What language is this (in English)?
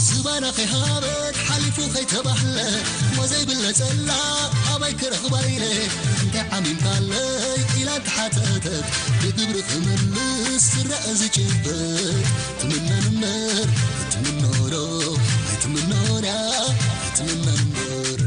Tigrinya